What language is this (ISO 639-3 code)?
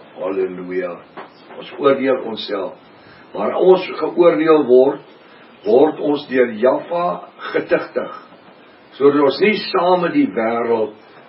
afr